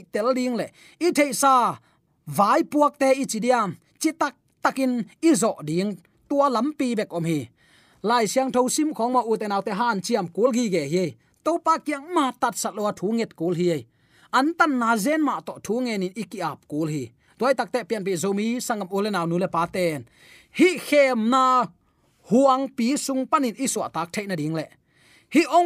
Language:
Tedim Chin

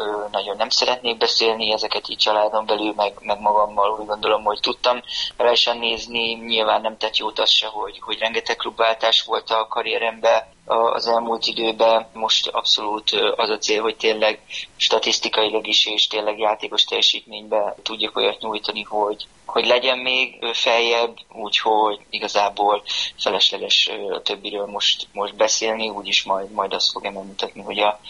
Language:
Hungarian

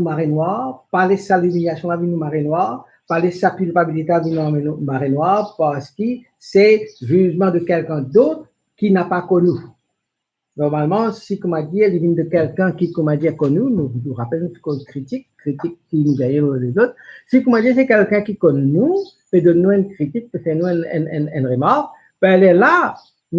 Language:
Morisyen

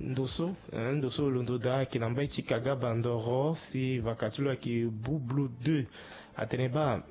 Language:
Sango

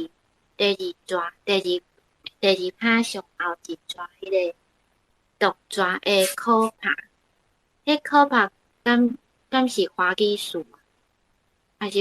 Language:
Min Nan Chinese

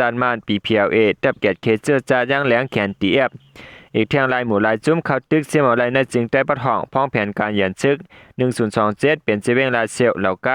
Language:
Shan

